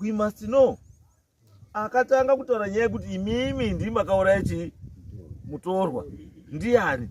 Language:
Shona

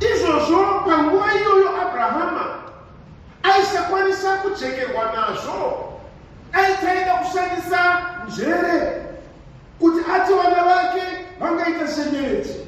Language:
Shona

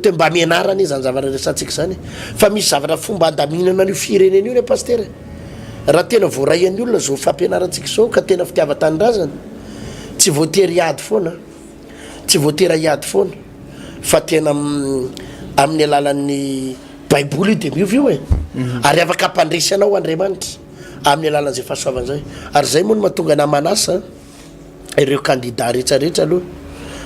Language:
Malagasy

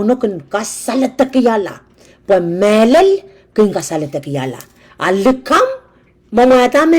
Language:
Pohnpeian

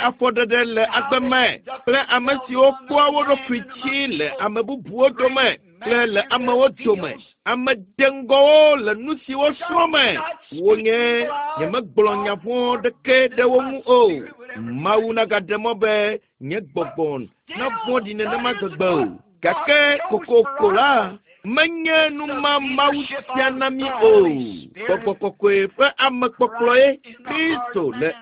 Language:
Ewe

